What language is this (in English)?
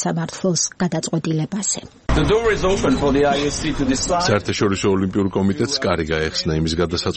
Georgian